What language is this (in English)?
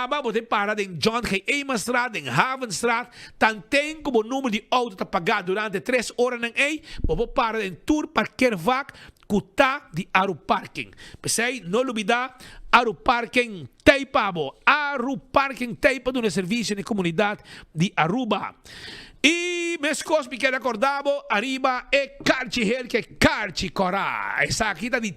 Papiamento